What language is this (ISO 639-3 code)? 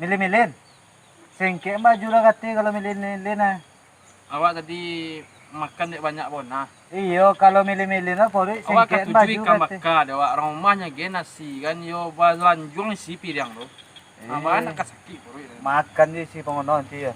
min